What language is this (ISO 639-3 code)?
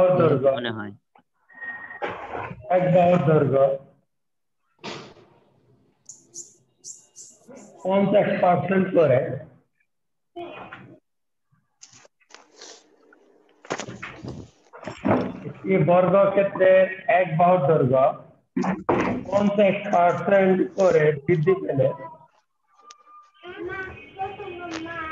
ben